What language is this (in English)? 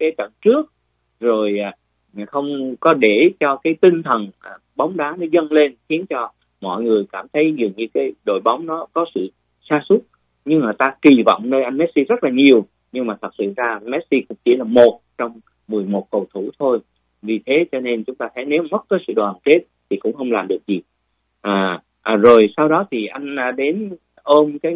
Vietnamese